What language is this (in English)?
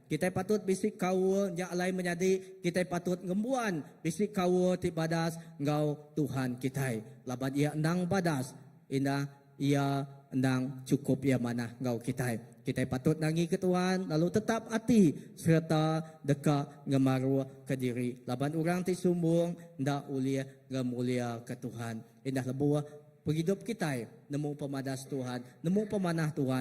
Iban